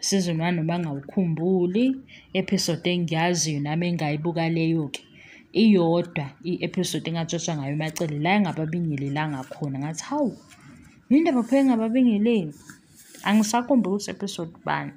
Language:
Zulu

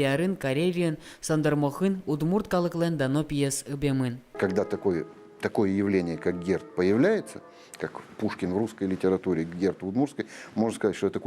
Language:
Udmurt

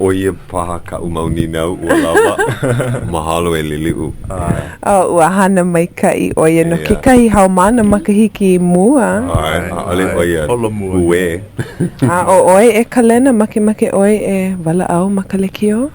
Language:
Hawaiian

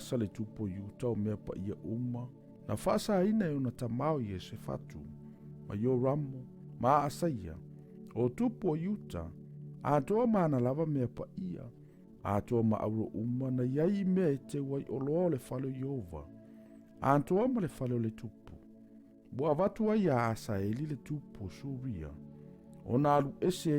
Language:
Samoan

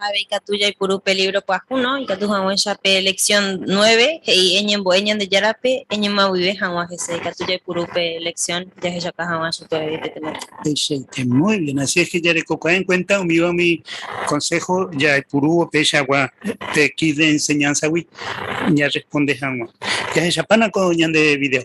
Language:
Guarani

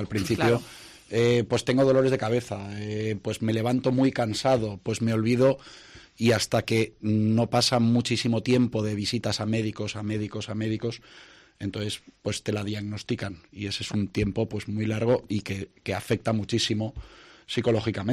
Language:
Catalan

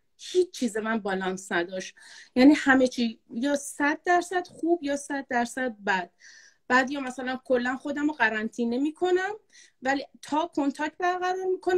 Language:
Persian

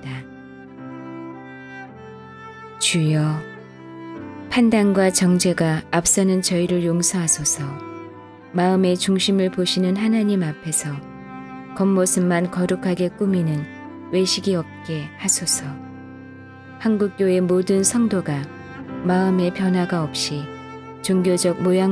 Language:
Korean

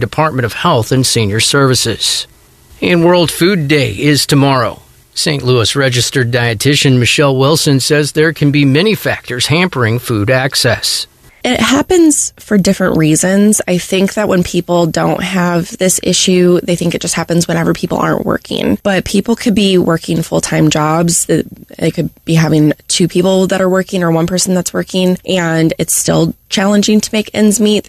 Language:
English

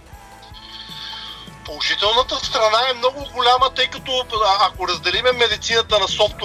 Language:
Bulgarian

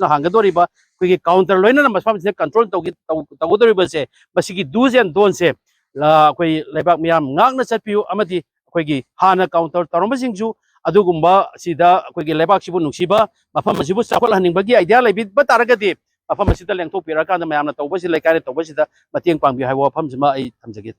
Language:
Manipuri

